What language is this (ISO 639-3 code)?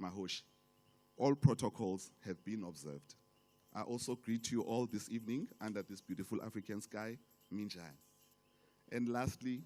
tso